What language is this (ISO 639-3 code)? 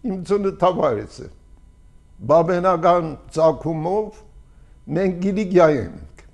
hye